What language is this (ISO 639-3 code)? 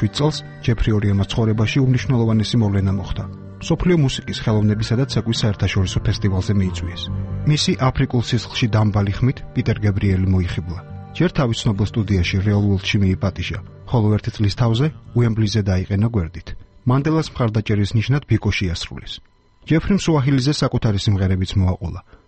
kat